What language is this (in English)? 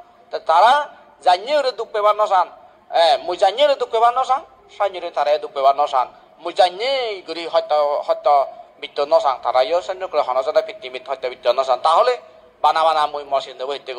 Chakma